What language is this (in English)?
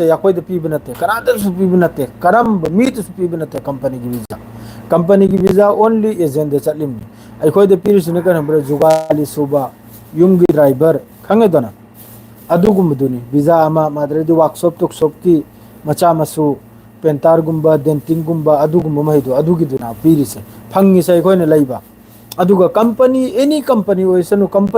Manipuri